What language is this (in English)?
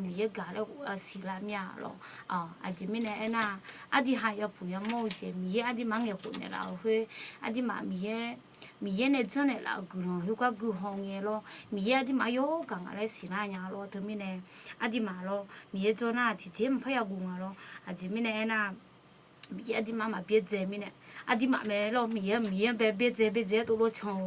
Akha